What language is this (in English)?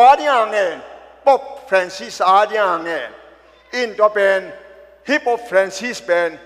Tedim Chin